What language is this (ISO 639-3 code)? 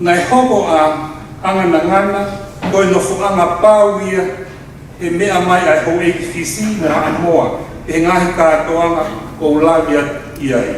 ton